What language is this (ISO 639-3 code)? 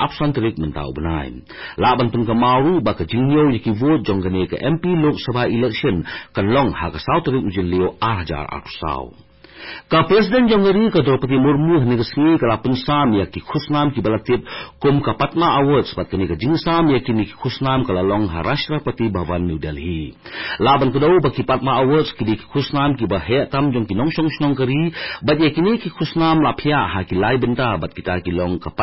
kha